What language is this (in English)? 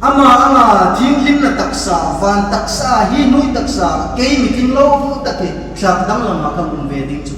Hmar